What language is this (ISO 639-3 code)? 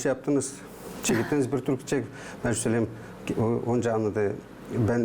gag